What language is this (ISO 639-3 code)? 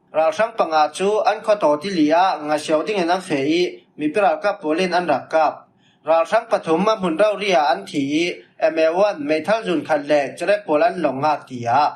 cfm